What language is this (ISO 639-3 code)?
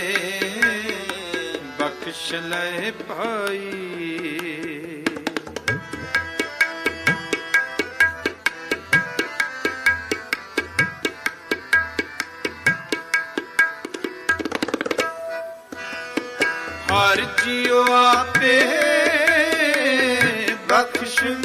pan